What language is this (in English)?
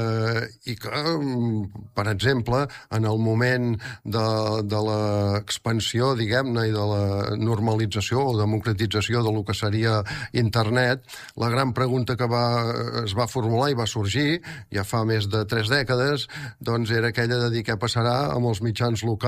Catalan